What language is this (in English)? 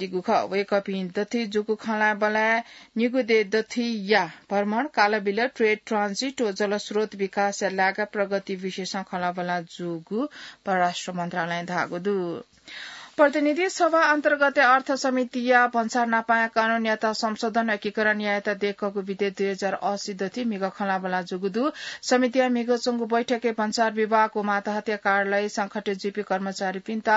Newari